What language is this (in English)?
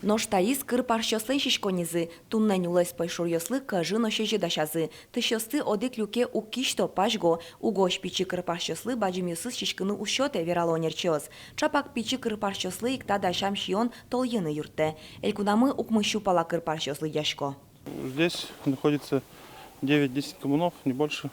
Udmurt